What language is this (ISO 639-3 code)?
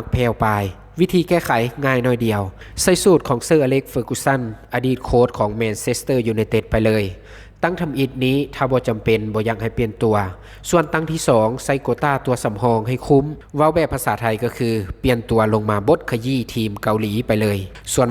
lao